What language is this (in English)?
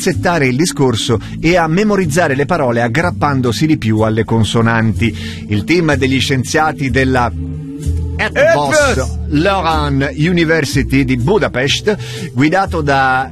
Italian